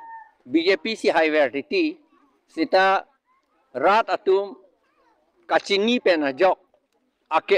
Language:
Karbi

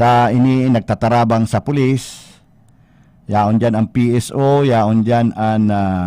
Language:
Bikol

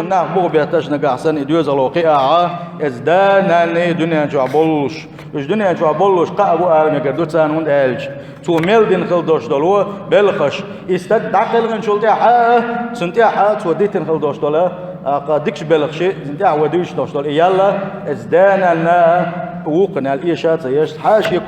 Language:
Chechen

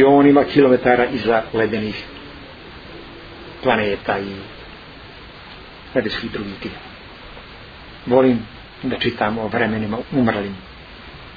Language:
Bosnian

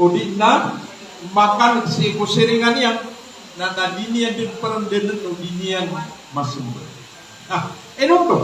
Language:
Maranao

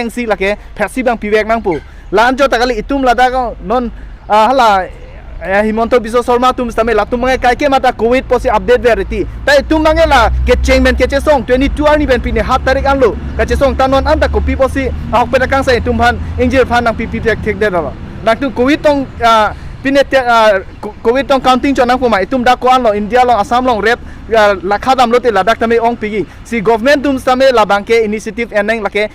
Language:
Karbi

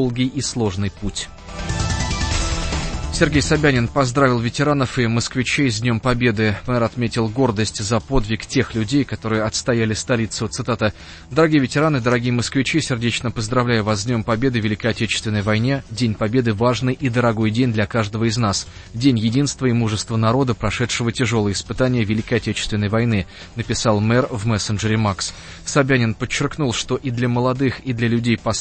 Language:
Russian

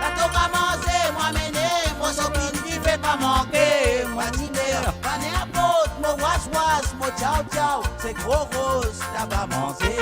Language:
Morisyen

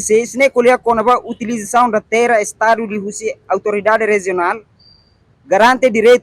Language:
Tetum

